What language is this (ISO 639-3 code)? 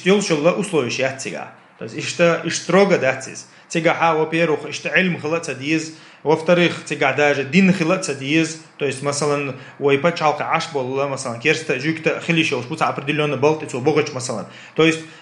che